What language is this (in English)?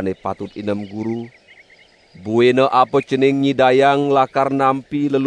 Balinese